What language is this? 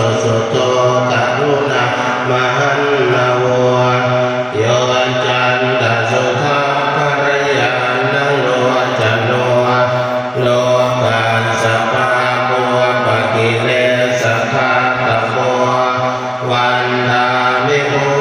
Pali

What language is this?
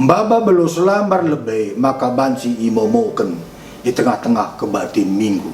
Batak Karo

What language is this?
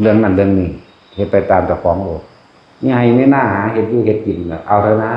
Northeastern Thai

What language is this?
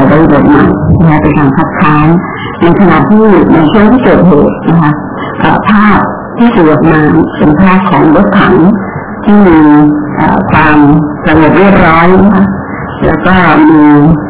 Thai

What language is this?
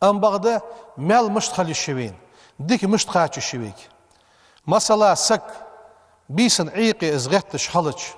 Ingush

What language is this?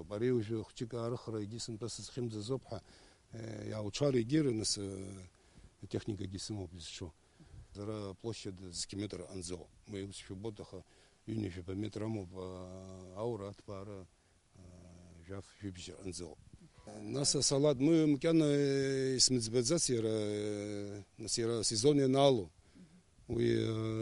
Abkhazian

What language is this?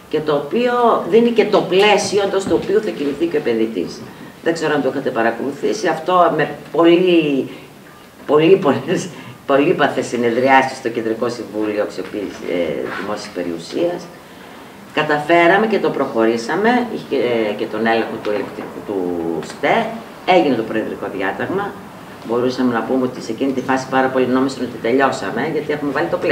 Greek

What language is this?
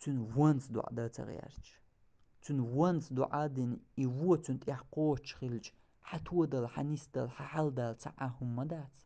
Chechen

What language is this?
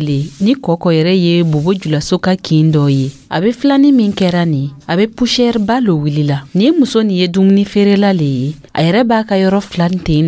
Dyula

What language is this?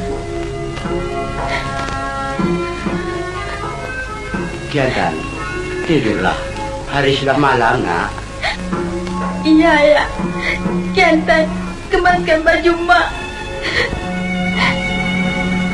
Malay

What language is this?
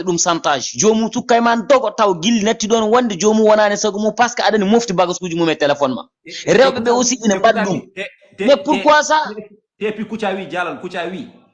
Fula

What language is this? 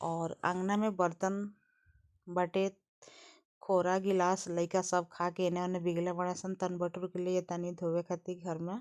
Bhojpuri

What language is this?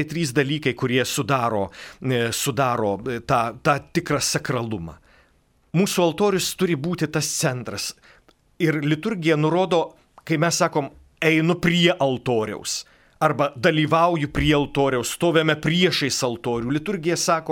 Lithuanian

